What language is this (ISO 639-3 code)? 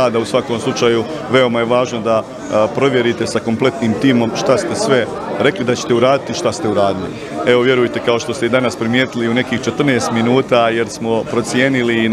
bos